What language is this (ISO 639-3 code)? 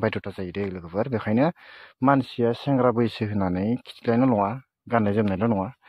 brx